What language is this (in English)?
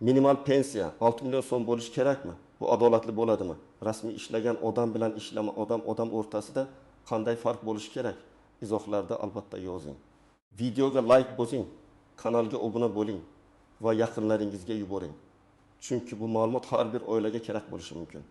Uzbek